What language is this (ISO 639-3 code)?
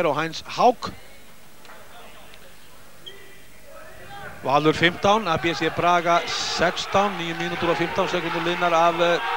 isl